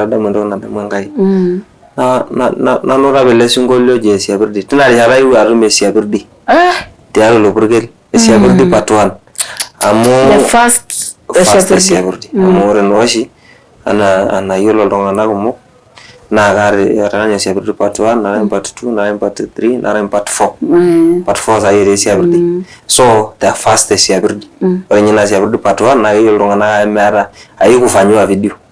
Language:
Masai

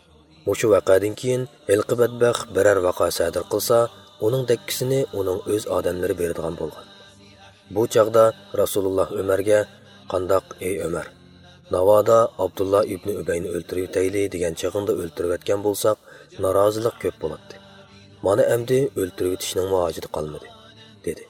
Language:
Uyghur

